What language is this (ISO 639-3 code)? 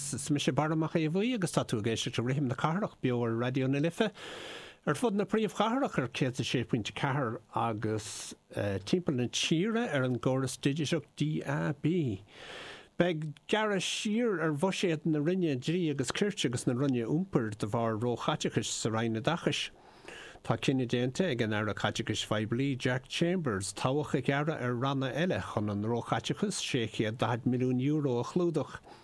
gle